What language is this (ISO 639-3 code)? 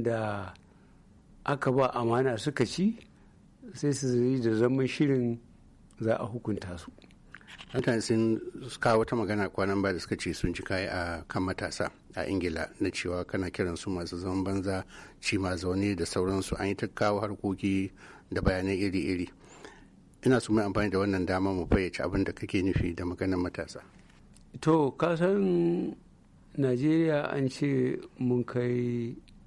hau